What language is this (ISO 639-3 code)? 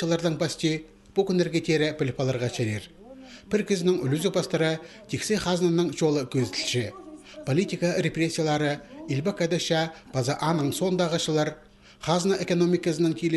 kjh